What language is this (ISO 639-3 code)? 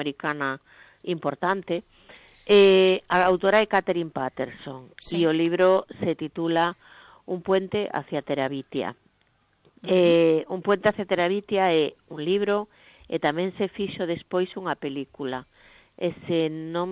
glg